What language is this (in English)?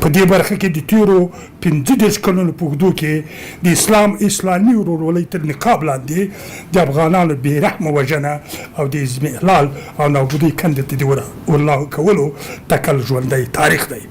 Pashto